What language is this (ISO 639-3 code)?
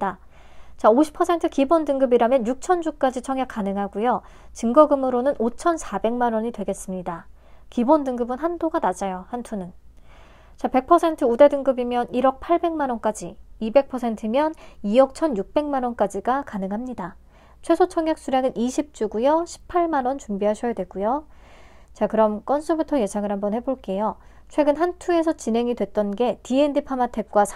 kor